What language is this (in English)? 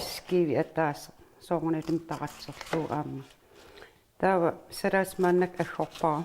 Kalaallisut